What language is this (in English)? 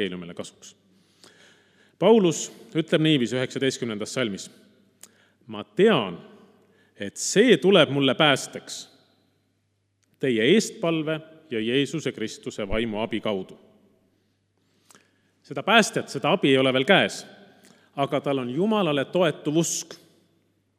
Estonian